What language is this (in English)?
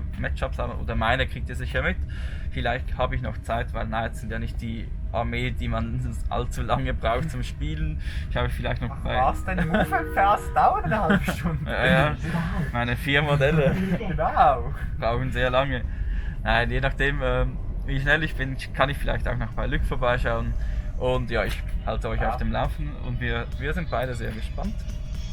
Swiss German